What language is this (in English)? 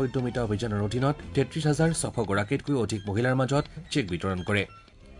Assamese